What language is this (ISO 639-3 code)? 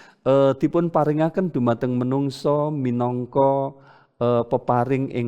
jav